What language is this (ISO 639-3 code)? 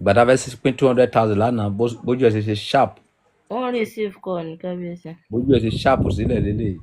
yor